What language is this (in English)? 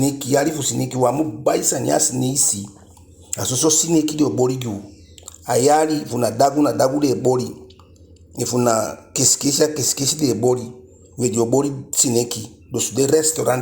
Eastern Maroon Creole